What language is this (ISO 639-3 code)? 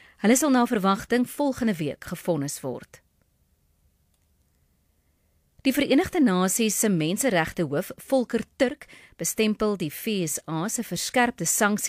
afr